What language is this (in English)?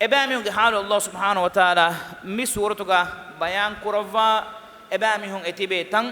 Divehi